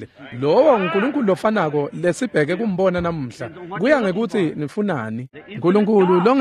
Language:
Swati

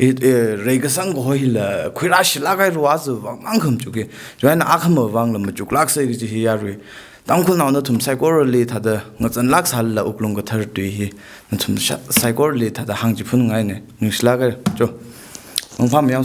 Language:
Tangkhul Naga (India)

